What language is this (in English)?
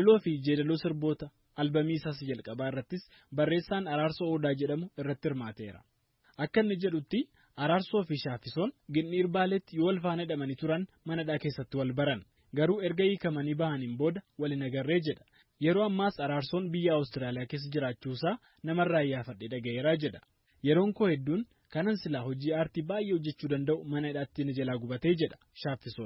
Oromo